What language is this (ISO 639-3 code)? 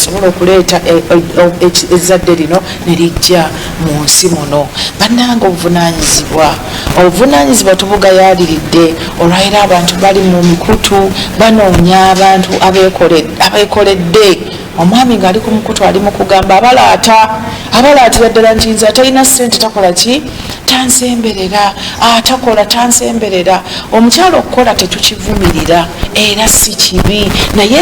lug